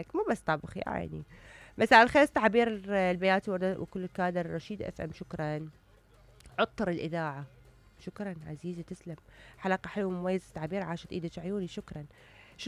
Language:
Mesopotamian Arabic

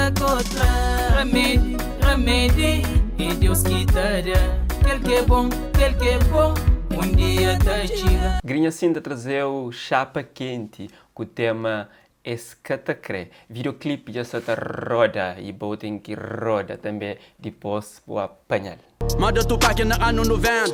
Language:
Kabuverdianu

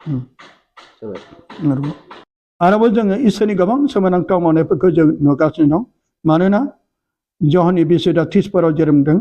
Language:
Bodo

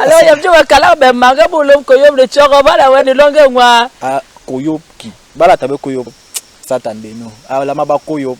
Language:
Basaa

